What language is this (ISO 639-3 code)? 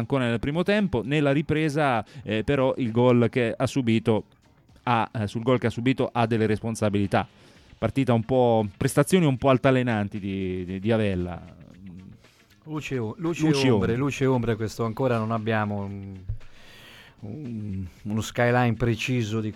ita